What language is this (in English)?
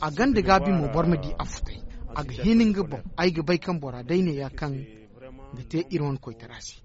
Zarma